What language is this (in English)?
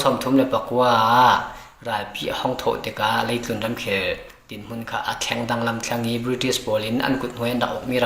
Falam Chin